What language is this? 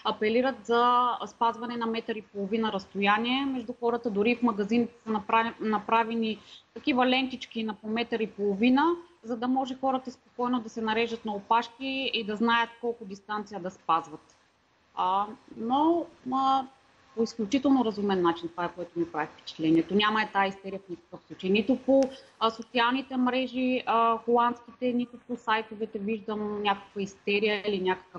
Bulgarian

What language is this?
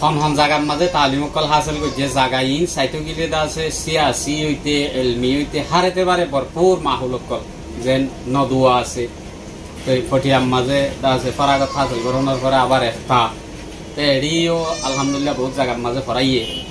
Rohingya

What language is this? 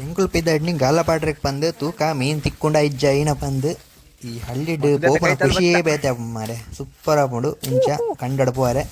Tulu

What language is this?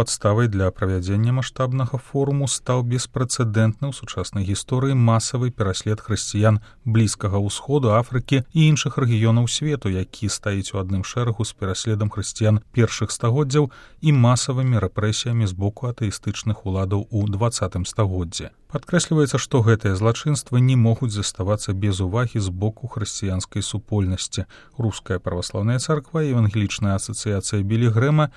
Belarusian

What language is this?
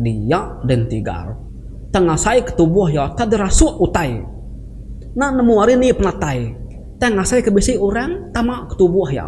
Iban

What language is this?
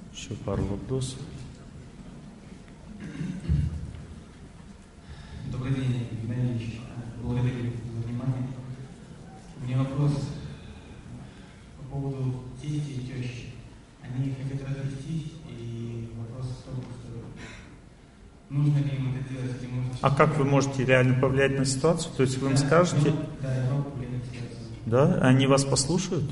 Russian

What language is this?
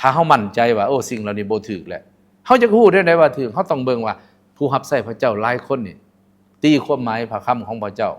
Lao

